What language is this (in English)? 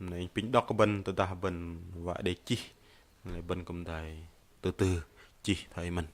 Bahnar